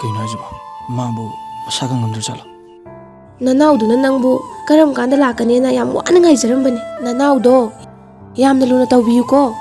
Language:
Manipuri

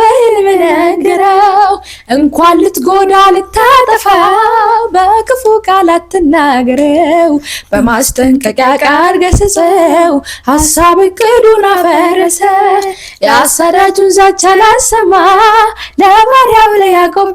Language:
Amharic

